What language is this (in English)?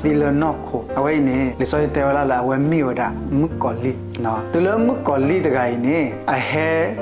S'gaw Karen